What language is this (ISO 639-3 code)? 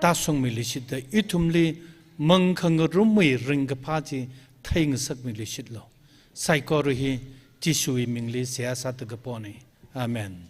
nmf